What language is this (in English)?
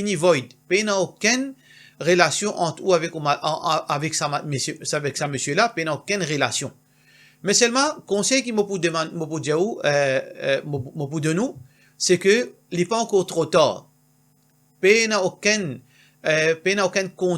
Morisyen